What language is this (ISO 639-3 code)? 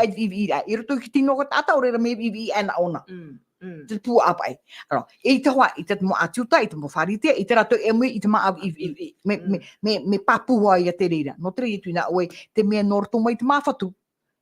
tah